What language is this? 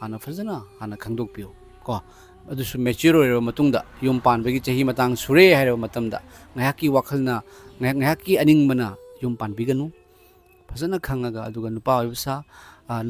Manipuri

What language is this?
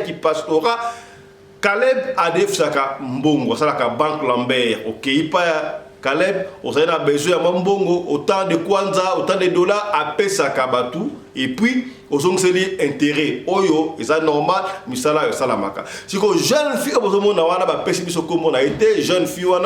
Lingala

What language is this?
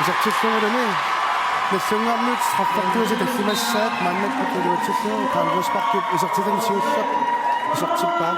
Kalaallisut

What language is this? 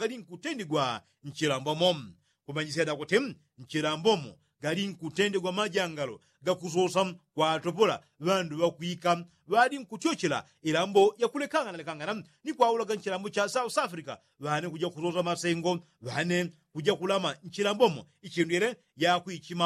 Yao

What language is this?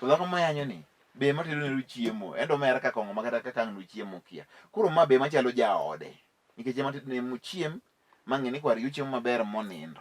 Luo (Kenya and Tanzania)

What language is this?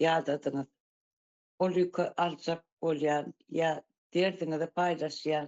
Turkmen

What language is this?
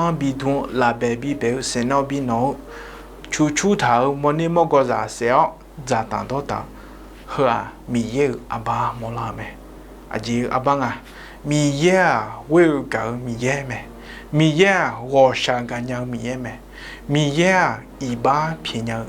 Akha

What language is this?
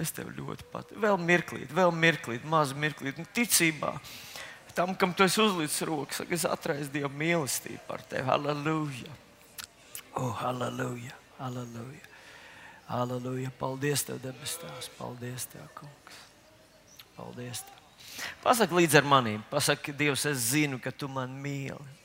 Latvian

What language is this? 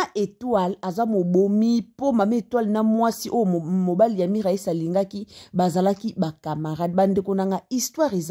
Lingala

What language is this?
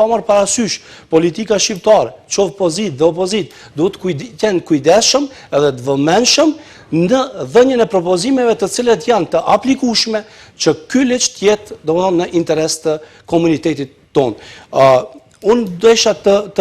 Albanian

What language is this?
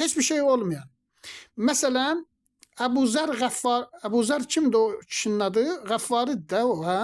Azerbaijani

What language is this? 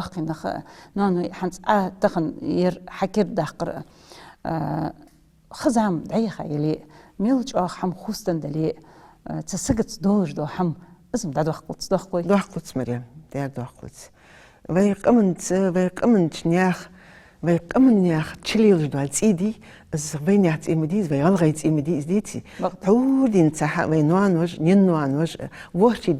Ingush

